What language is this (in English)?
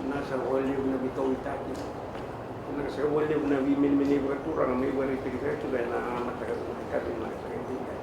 Fijian